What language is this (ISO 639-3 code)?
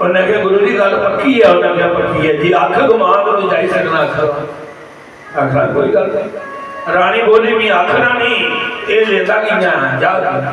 doi